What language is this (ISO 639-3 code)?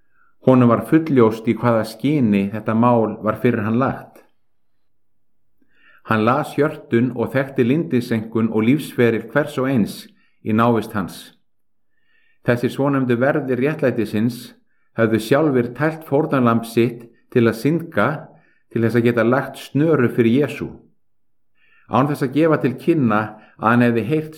isl